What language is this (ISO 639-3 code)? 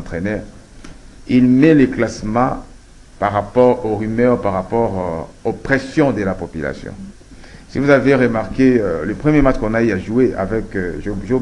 fra